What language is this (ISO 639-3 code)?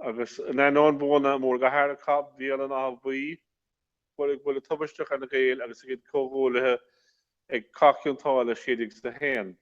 gle